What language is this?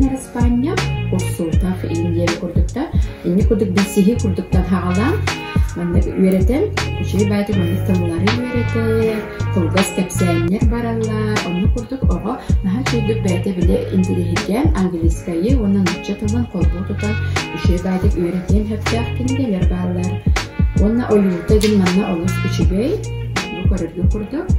Yakut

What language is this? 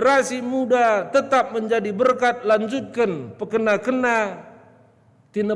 Batak Karo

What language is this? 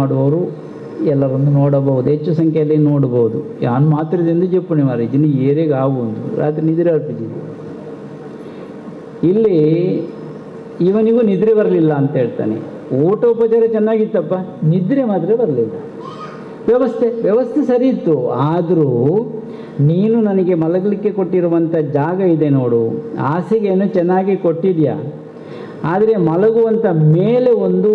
Kannada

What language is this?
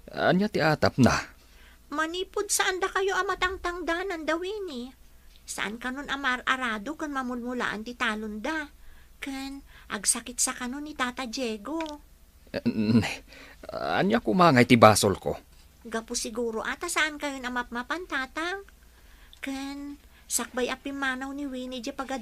Iloko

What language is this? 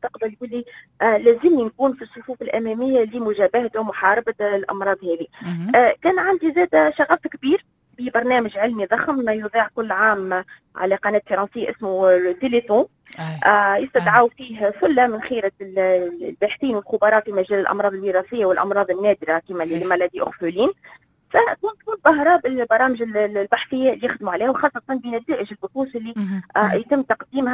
Tunisian Arabic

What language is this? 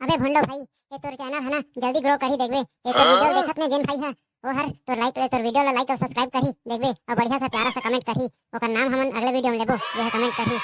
Chhattisgarhi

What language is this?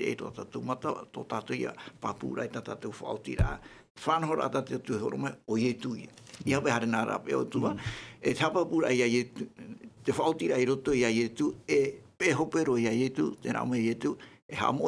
Tahitian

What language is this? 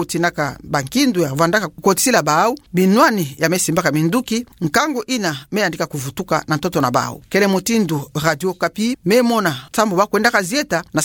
Kituba (Democratic Republic of Congo)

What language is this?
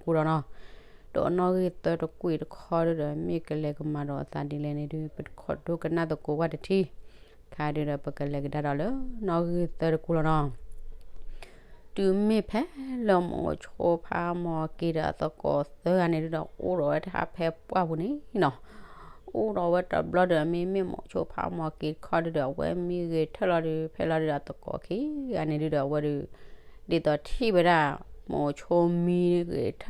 S'gaw Karen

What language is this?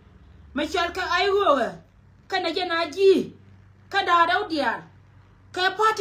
Nuer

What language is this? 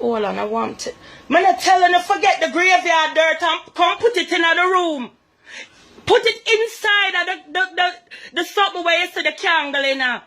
Jamaican Creole English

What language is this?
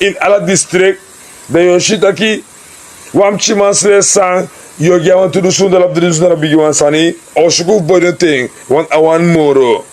Sranan Tongo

